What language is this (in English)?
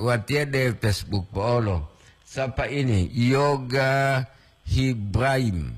Gorontalo